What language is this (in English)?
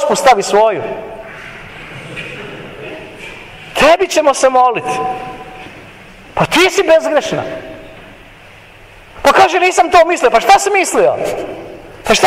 Croatian